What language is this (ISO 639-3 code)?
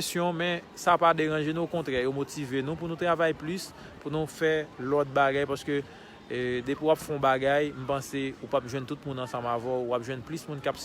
hat